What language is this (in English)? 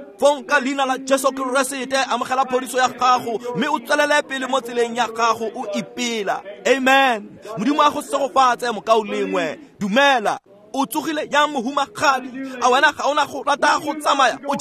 Tswana